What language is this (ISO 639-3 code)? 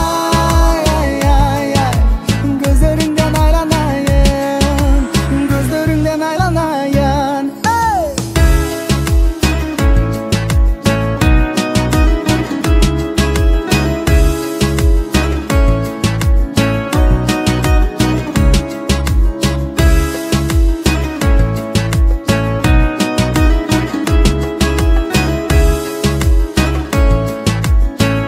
kaz